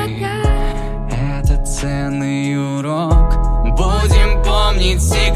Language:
Russian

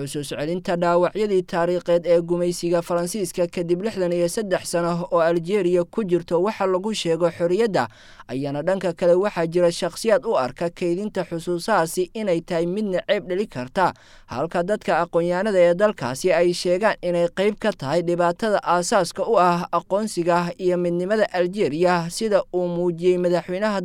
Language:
Somali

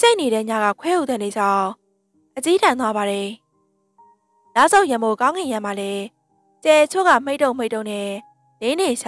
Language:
Burmese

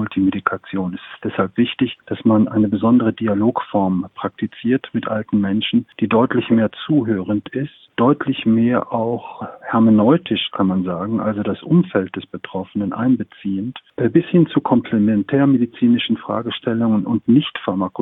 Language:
German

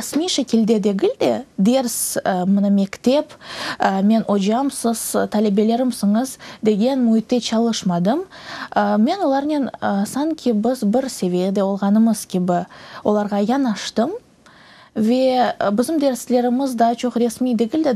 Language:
Crimean Tatar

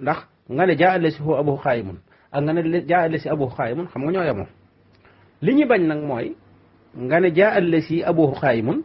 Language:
Wolof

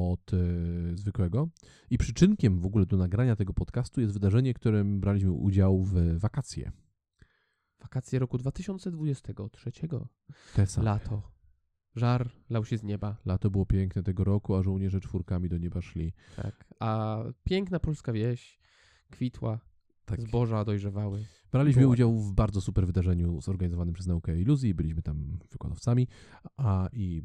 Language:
Polish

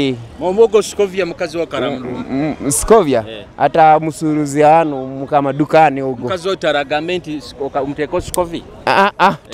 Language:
Nyoro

